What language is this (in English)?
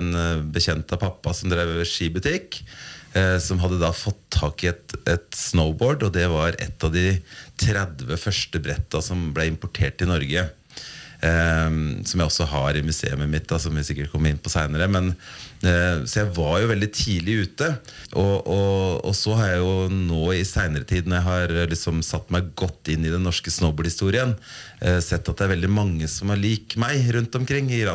Norwegian